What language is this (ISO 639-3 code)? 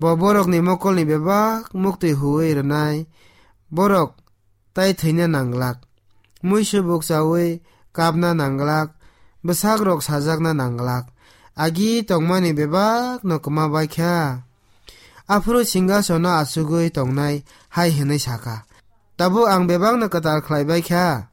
trp